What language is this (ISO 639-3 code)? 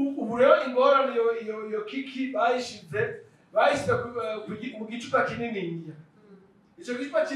run